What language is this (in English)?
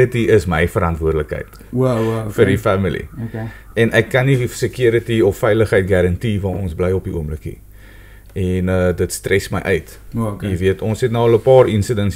Afrikaans